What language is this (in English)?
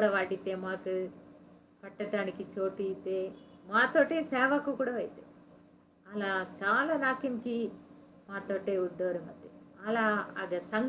Koya